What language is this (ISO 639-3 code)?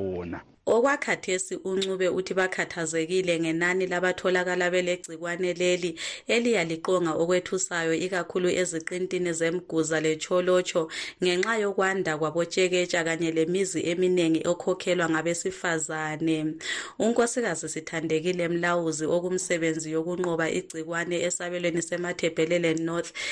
nde